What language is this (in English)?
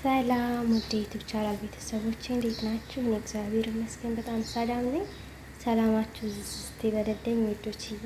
Amharic